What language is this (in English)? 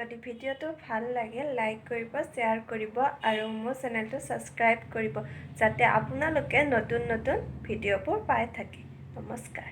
Assamese